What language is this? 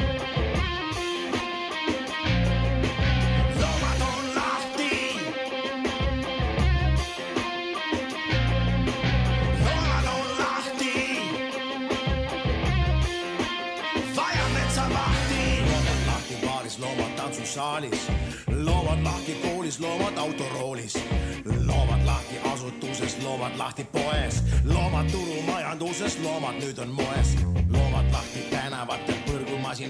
Estonian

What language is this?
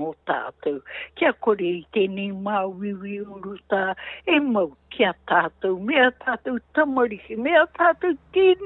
Māori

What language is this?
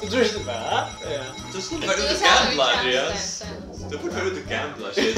Faroese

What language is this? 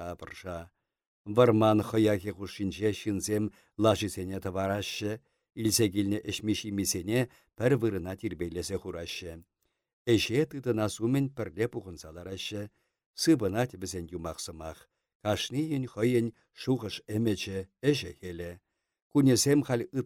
Chuvash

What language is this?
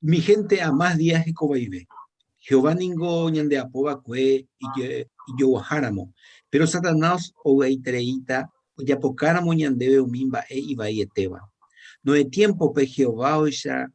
Guarani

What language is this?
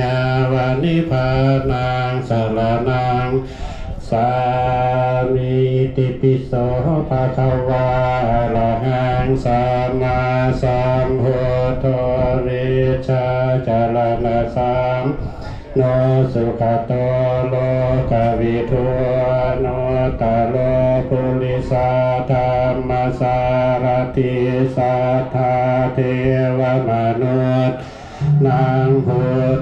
Pali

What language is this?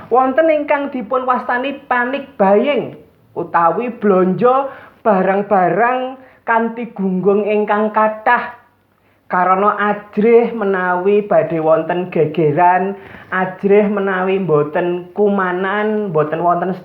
Javanese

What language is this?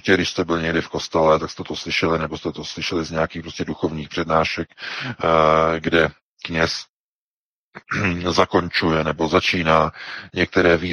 Czech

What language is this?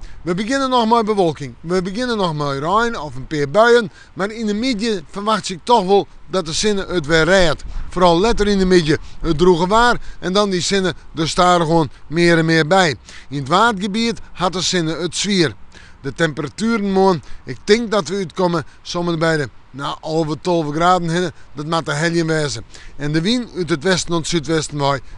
Western Frisian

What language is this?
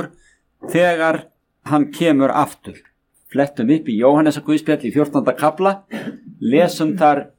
Icelandic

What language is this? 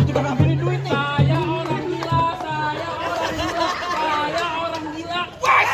Betawi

